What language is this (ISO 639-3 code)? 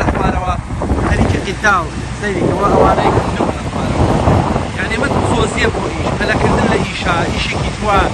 ckb